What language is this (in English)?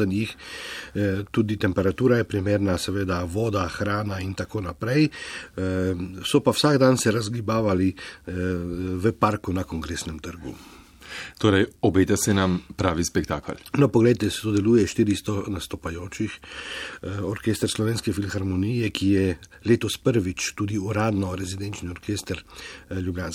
Slovenian